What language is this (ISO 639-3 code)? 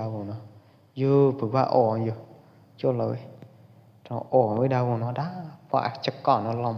kjp